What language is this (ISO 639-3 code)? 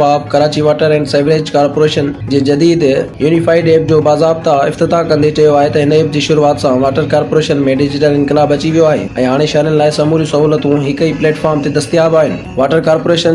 snd